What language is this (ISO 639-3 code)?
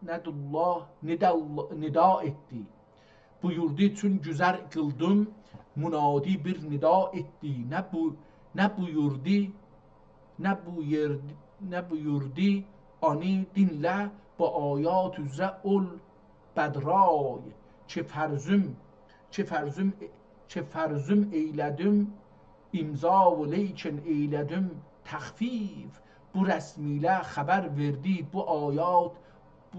azb